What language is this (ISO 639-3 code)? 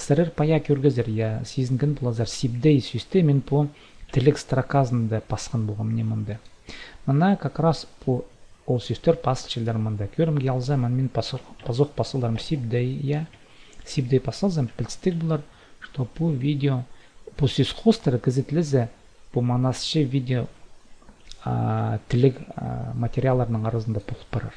kjh